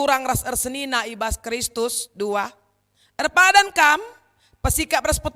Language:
Batak Karo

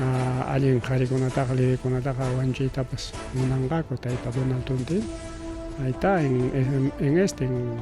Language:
Ayacucho Quechua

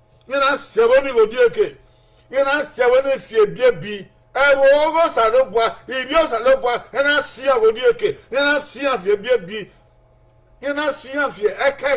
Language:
Bini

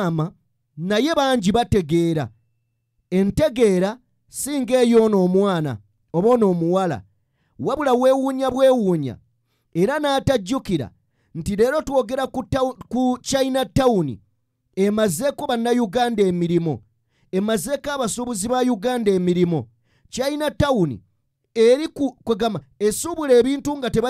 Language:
Ganda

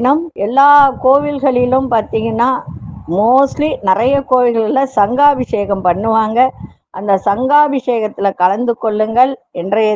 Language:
Tamil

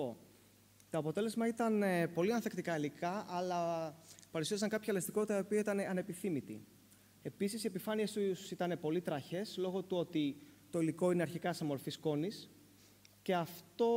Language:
Greek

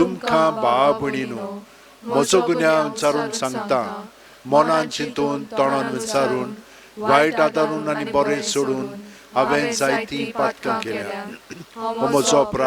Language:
Konkani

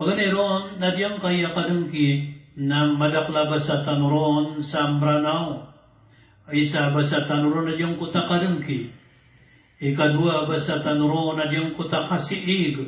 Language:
Maranao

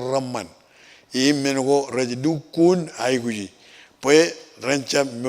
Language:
Marshallese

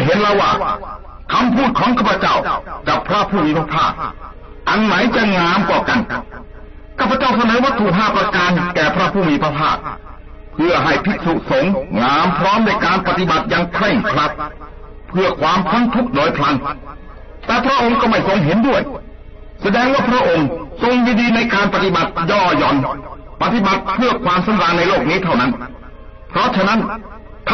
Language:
Thai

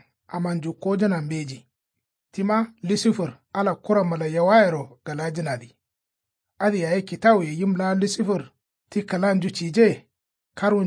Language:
Kanuri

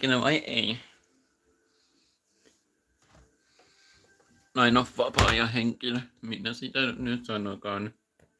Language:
Finnish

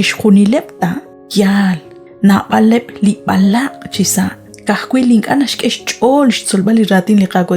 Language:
Kekchí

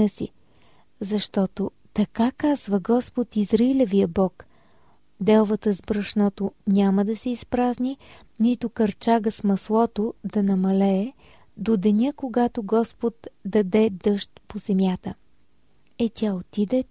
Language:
Bulgarian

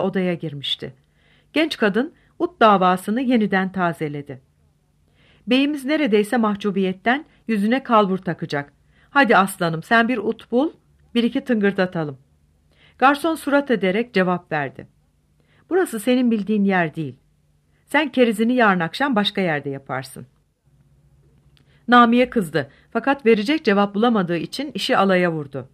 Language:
Turkish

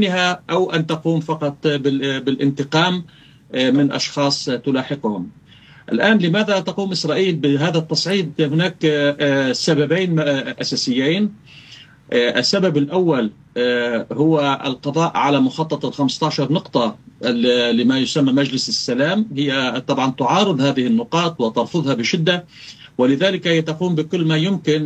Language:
Arabic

